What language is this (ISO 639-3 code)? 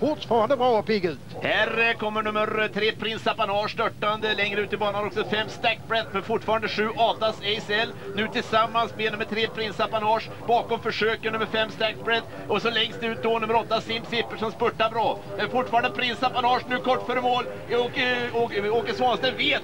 swe